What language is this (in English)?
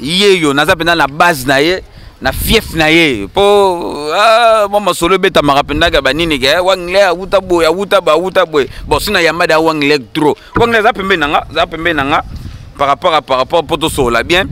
Lingala